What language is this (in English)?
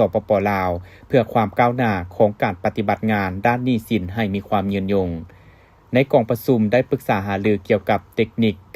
Lao